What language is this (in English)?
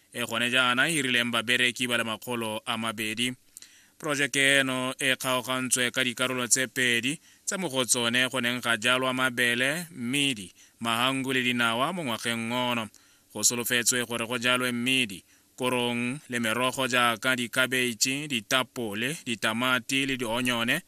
Tswana